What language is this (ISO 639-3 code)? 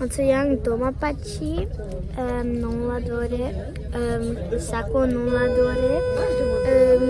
bod